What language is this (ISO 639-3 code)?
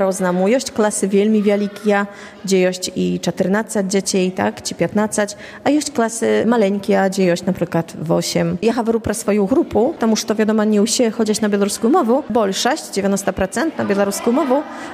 pol